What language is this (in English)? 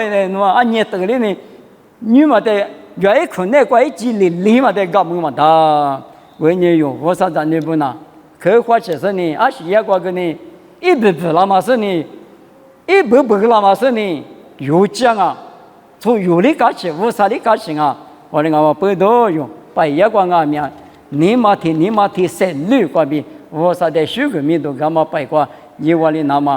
Lisu